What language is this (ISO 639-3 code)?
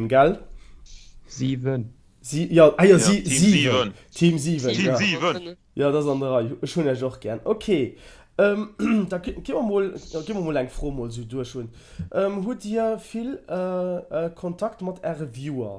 ltz